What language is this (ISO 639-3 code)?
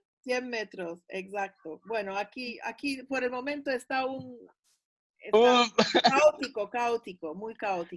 lad